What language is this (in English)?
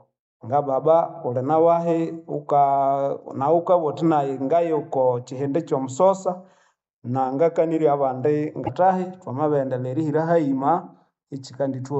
Nande